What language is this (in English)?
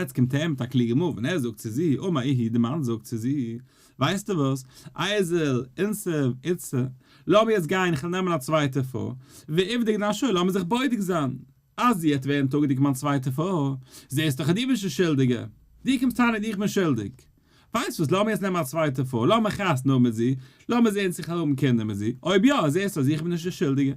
Yiddish